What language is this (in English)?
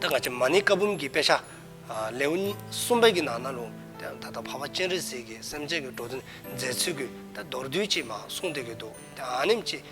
Dzongkha